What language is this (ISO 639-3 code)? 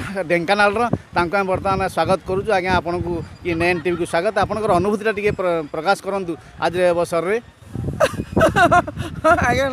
ori